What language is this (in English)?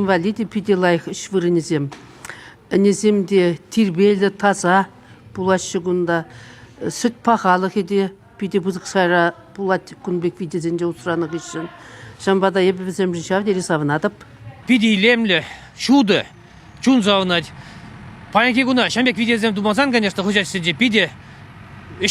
Chuvash